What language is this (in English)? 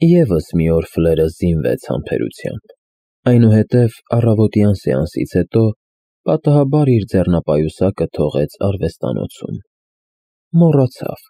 Armenian